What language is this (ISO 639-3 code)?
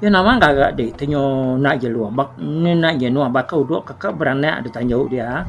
iba